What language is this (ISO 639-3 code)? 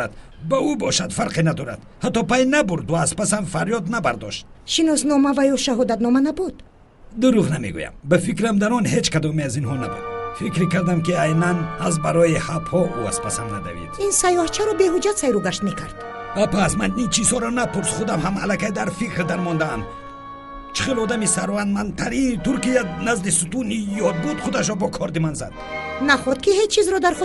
tgk